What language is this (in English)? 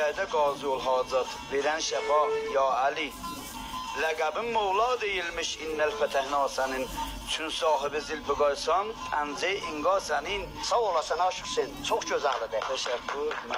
South Azerbaijani